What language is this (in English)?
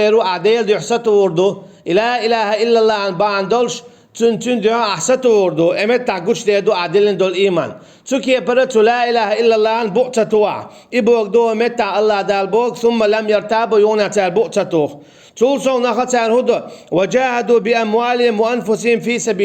Chechen